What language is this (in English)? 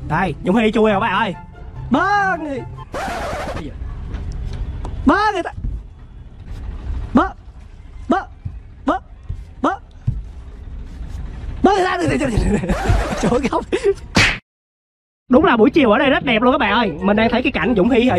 Vietnamese